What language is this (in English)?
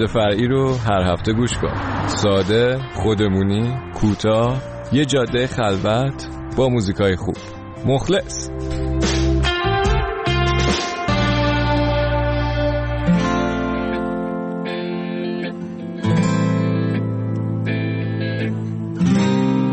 Persian